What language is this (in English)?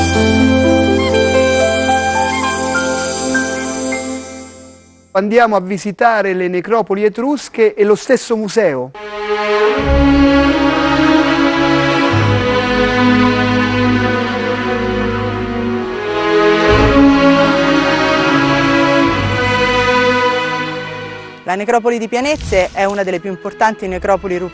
Italian